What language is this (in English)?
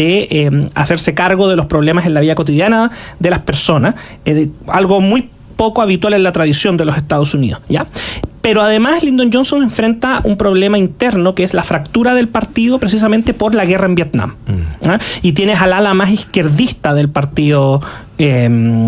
Spanish